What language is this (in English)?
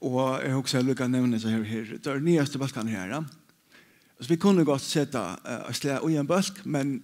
Faroese